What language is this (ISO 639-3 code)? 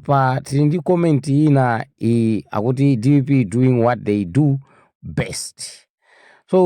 nya